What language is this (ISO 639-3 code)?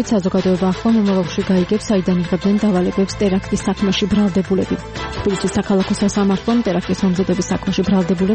kat